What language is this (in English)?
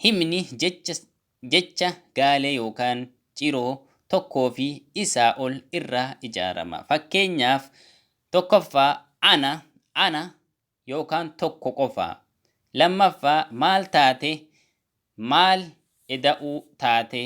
Oromo